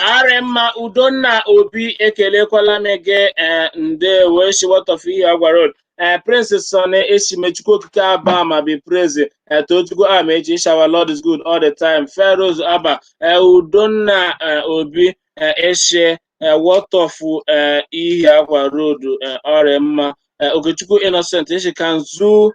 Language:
Igbo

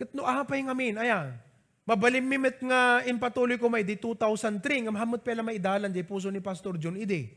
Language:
Iloko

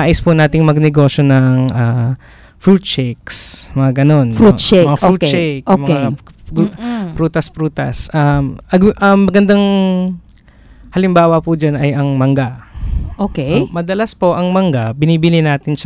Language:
Filipino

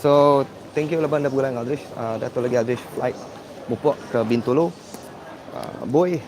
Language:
Iban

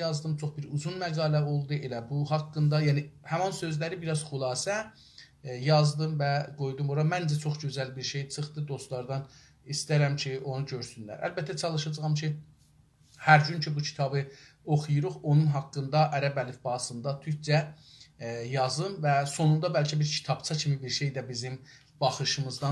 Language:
South Azerbaijani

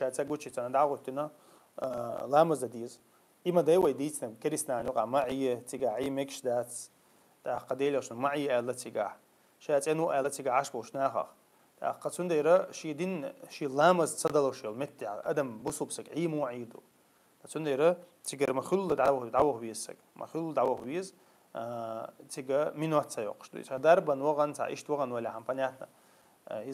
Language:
Chechen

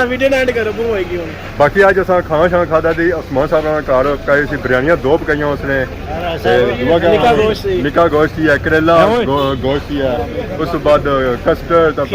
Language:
Pahari-Potwari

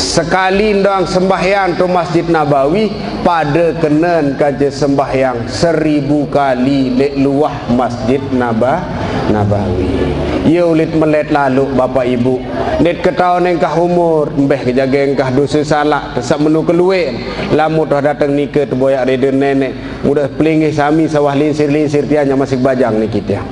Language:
Sasak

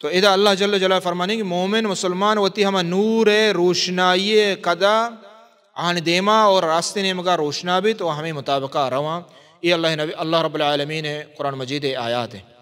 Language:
Baluchi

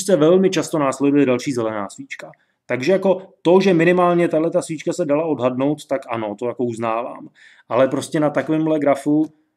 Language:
Czech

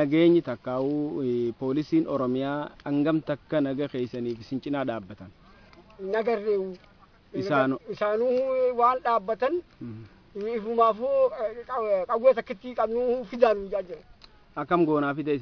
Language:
Oromo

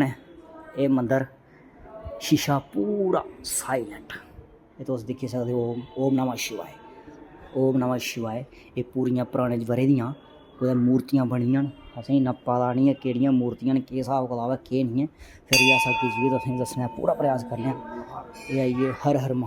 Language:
Dogri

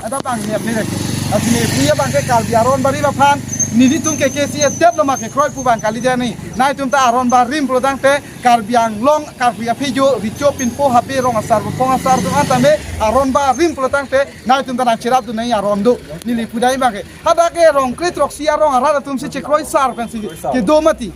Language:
Karbi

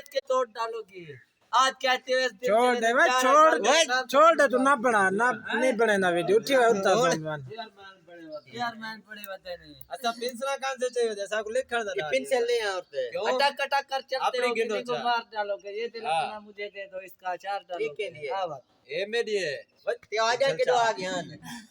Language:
Saraiki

